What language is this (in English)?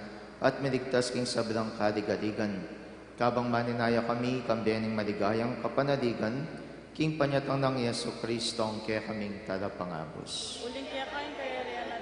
Pampanga